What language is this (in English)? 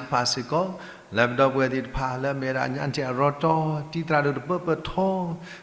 S'gaw Karen